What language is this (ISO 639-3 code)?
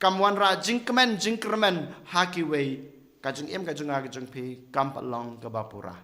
kha